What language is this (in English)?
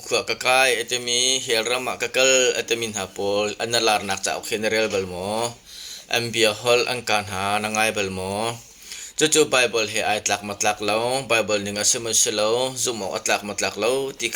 Hakha Chin